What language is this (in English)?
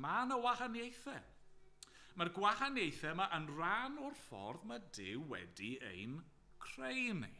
Welsh